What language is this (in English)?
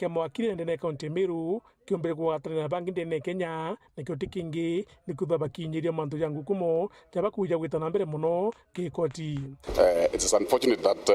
Meru